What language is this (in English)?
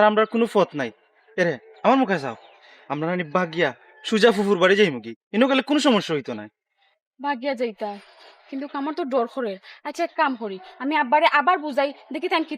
Sylheti